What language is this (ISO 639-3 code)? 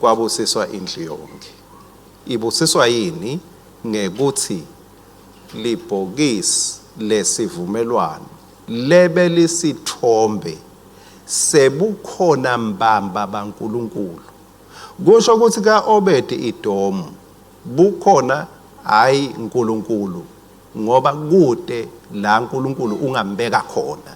ssw